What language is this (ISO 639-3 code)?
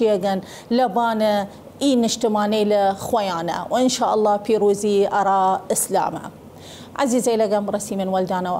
sdh